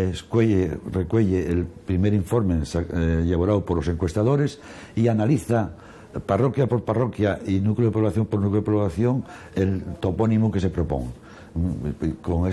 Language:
Asturian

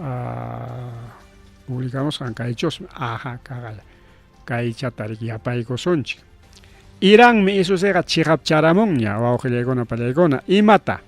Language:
Ayacucho Quechua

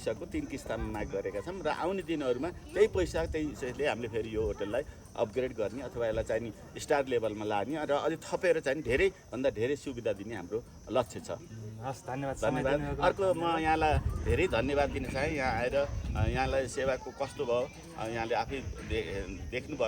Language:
Nepali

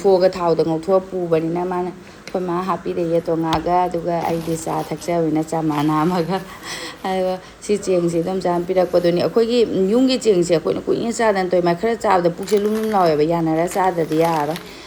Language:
Manipuri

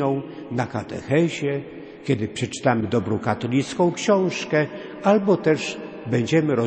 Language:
Polish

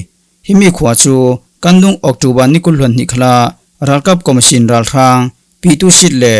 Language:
Falam Chin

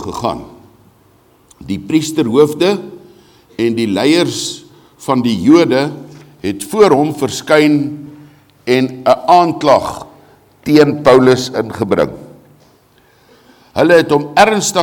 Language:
Afrikaans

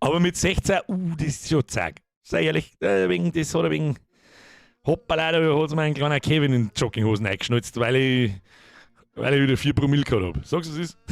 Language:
Bavarian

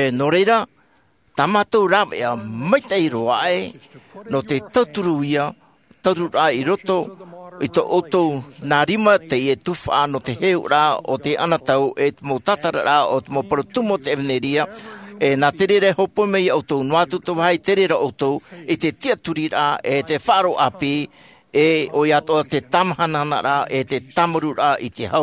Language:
Tahitian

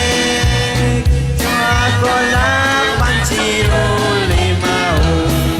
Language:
Kekchí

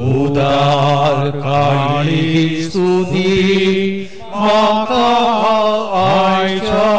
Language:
Konkani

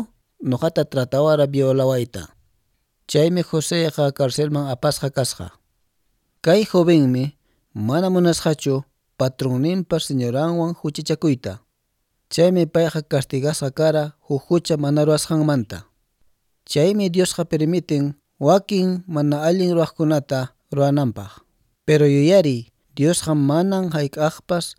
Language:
Quechua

